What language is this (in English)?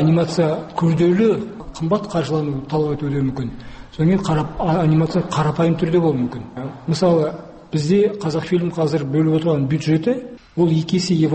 Kazakh